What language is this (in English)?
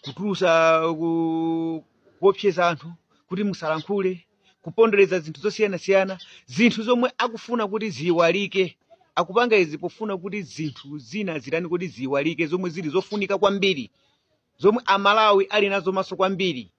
Nyanja